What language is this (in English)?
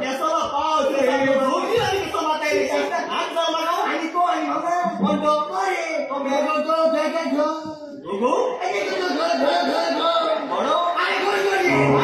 Konkani